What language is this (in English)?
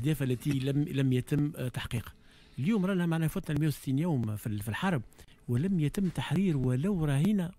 Tunisian Arabic